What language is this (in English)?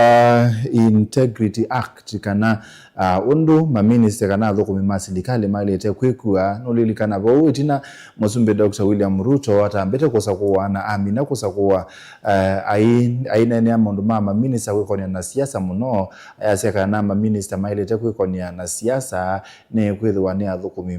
Kamba